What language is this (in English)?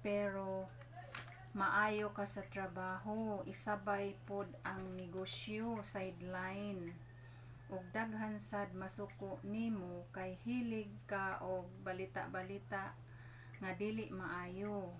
Cebuano